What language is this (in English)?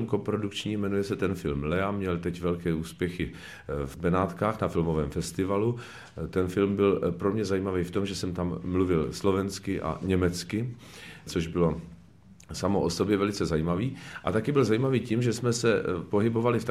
Czech